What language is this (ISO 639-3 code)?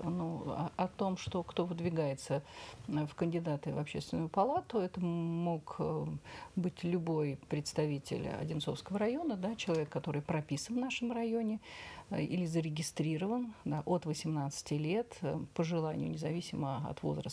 rus